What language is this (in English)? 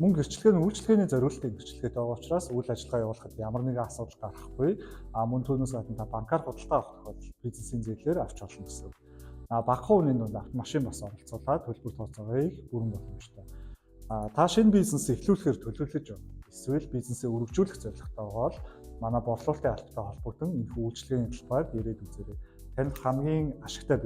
Mongolian